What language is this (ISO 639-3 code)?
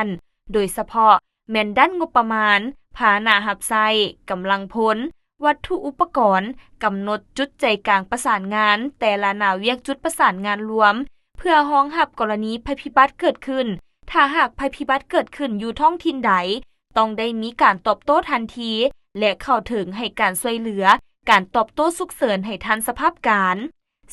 lao